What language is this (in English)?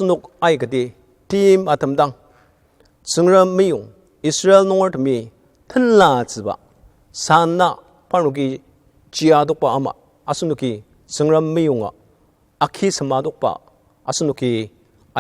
Ao Naga